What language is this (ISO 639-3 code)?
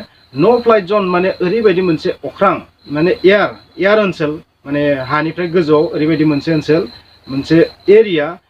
brx